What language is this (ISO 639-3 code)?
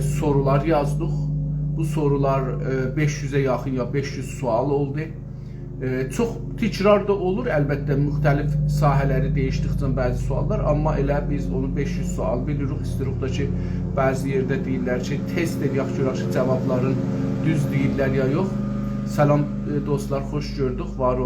azb